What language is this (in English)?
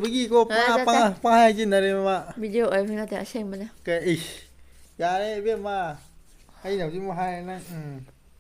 Manipuri